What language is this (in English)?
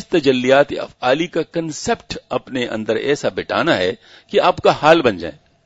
Urdu